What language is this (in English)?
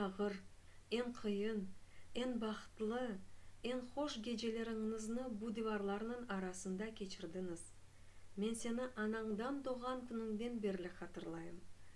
Crimean Tatar